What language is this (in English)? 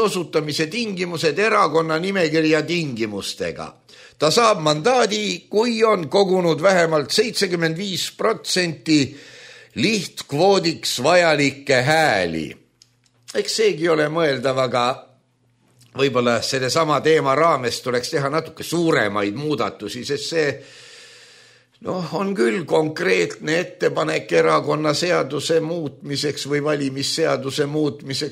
Estonian